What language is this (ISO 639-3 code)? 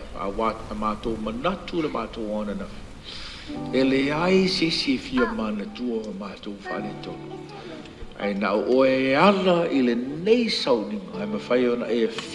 smo